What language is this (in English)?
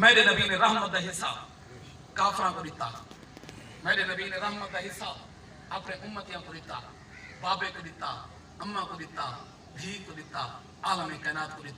Saraiki